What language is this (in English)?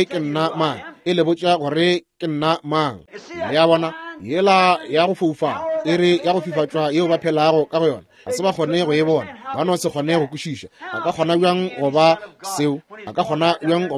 Northern Sotho